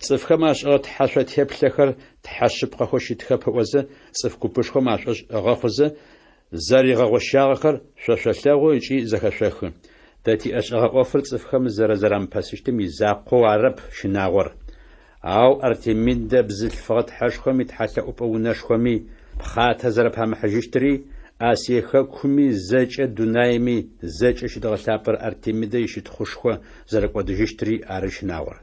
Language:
Adyghe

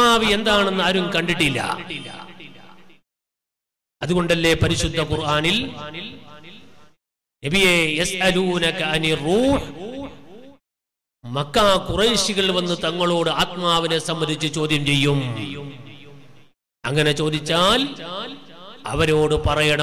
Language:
Malayalam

